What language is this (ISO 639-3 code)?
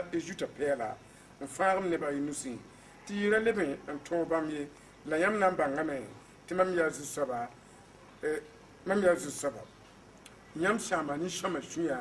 mos